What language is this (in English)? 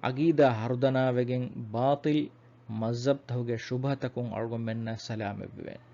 Divehi